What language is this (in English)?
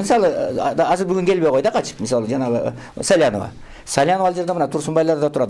Kyrgyz